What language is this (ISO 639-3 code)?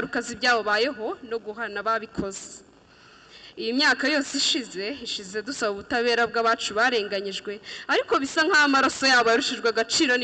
kin